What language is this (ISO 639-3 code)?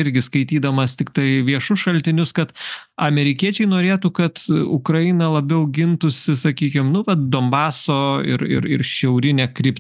lit